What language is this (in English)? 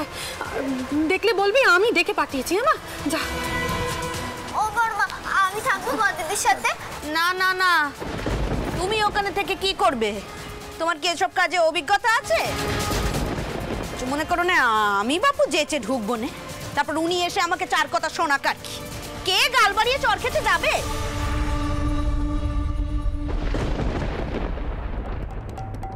Bangla